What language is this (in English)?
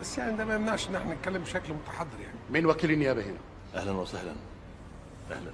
Egyptian Arabic